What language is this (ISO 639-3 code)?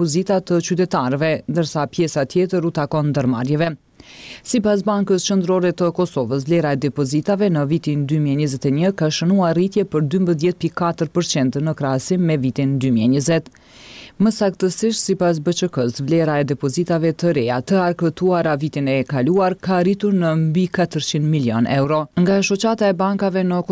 sqi